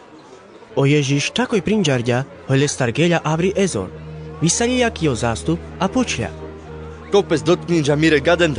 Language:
Carpathian Romani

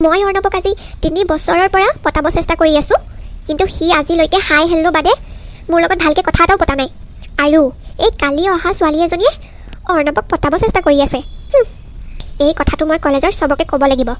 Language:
Assamese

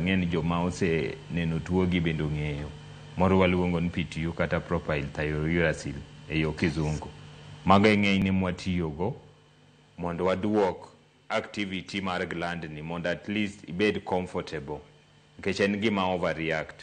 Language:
Luo (Kenya and Tanzania)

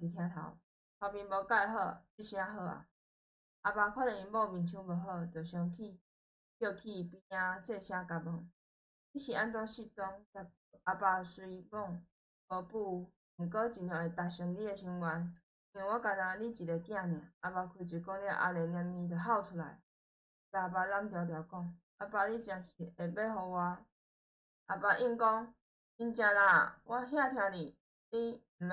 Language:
Min Nan Chinese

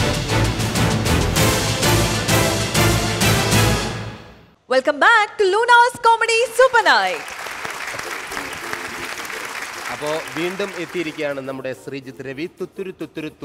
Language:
Malayalam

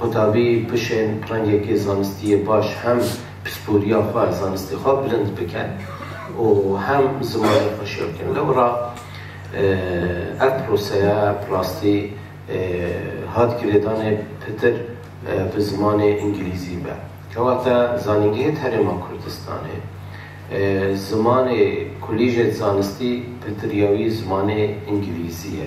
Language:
Kurdish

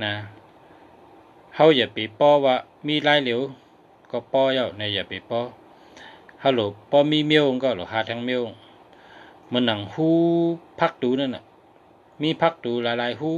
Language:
Shan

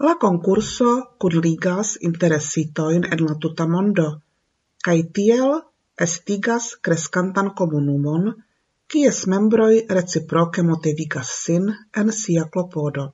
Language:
Esperanto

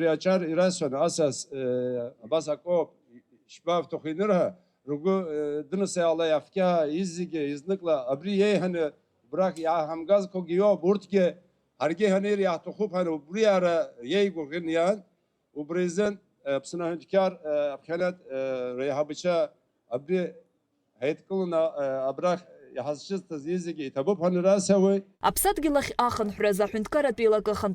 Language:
Abkhazian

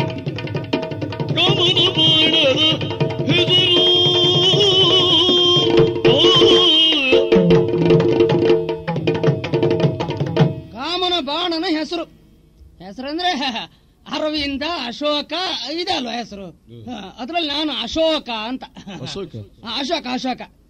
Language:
Kannada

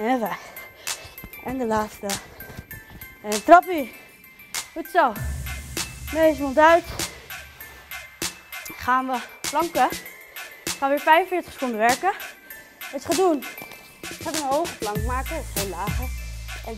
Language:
Dutch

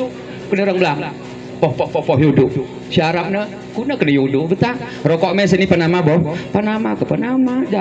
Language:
Gayo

